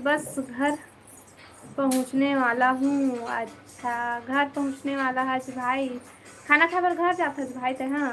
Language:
Chhattisgarhi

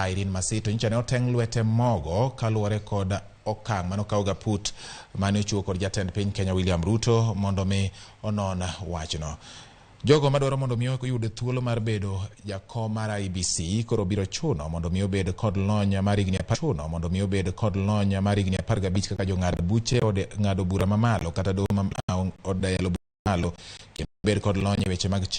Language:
Luo (Kenya and Tanzania)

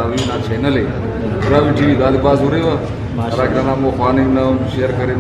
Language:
Brahui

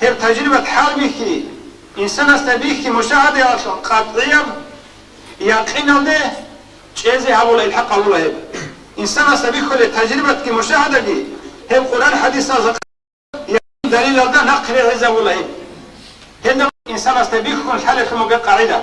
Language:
Avaric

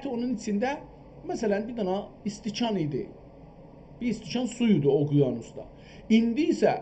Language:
South Azerbaijani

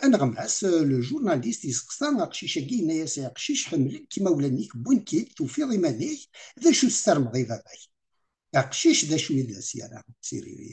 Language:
Kabyle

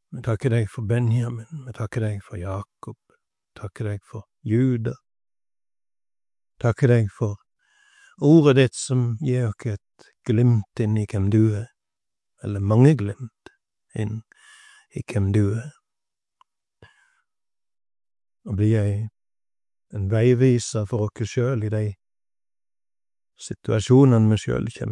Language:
Norwegian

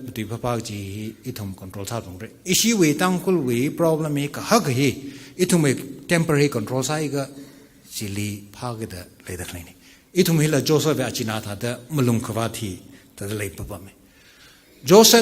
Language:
Tangkhul Naga (India)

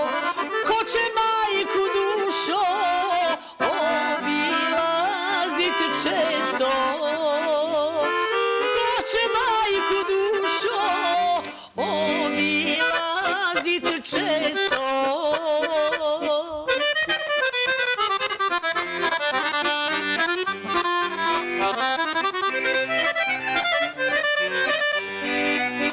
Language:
Bosnian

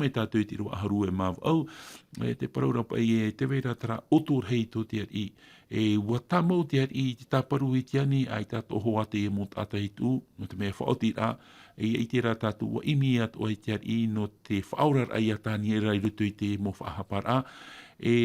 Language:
Tahitian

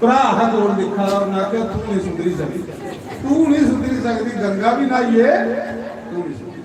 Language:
Dogri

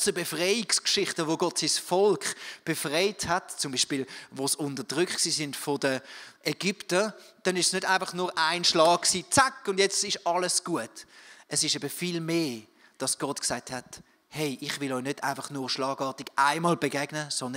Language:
Swiss German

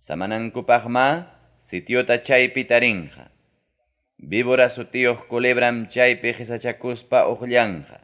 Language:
Ayacucho Quechua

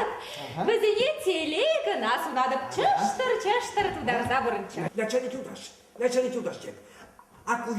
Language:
Chuvash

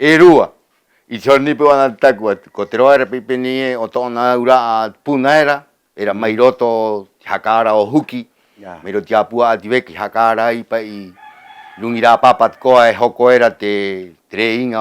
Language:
Rapanui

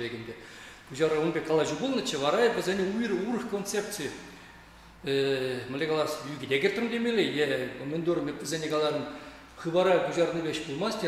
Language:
Chuvash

